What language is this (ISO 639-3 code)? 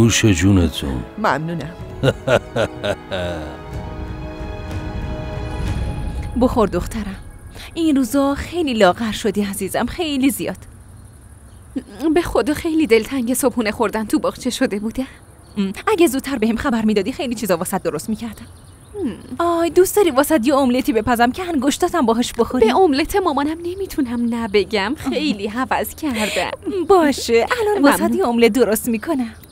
fas